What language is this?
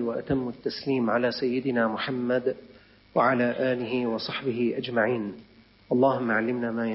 Arabic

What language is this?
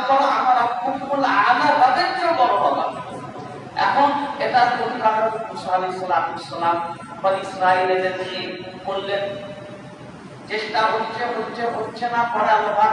Bangla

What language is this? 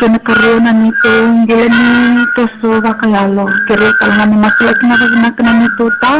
Fijian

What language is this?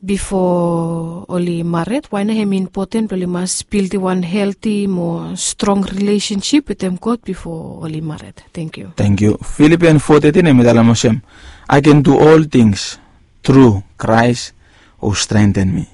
Bislama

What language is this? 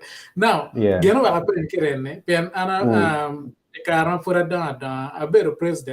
Acoli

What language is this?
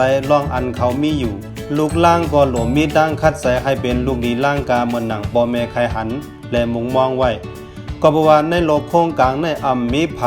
Shan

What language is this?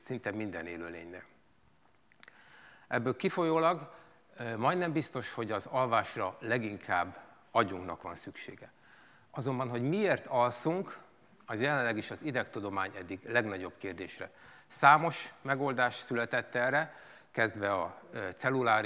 Hungarian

